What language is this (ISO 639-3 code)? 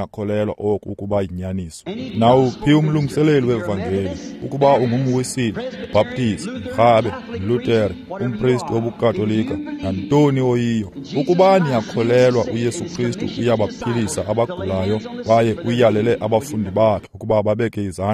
xho